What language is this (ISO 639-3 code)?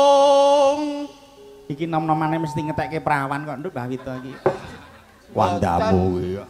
jav